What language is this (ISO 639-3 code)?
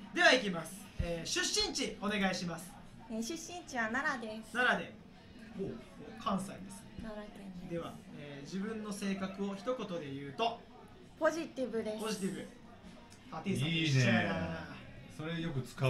jpn